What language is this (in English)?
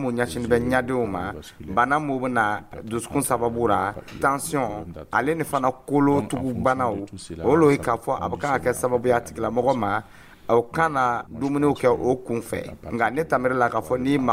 Dyula